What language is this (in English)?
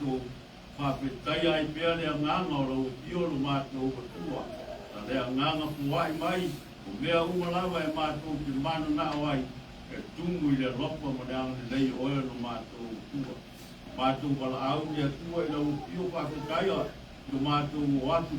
Samoan